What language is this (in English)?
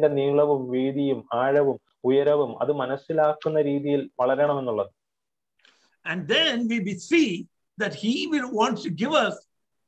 Malayalam